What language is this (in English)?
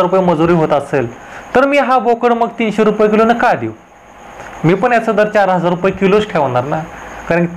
Marathi